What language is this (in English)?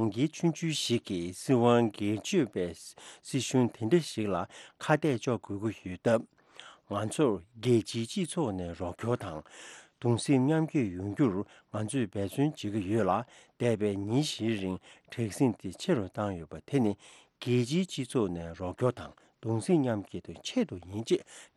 Tibetan